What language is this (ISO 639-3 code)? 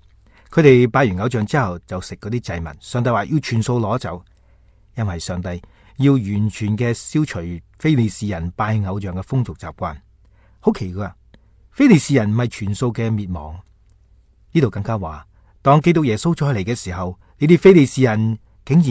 yue